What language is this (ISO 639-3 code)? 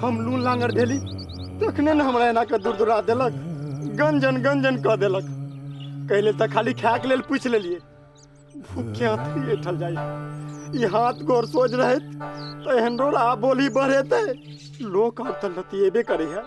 mai